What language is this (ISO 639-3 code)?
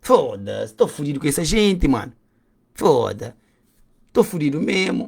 kea